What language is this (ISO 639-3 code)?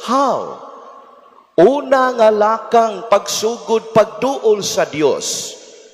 ceb